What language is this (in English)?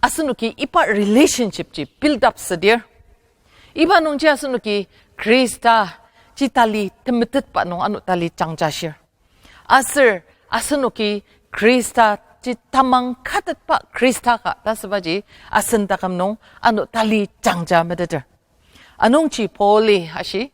Ao Naga